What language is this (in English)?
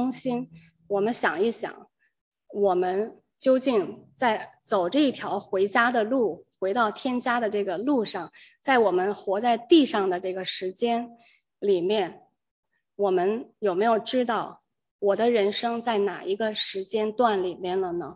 Chinese